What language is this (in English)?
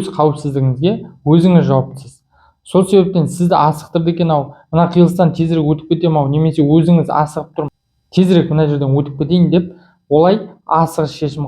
Kazakh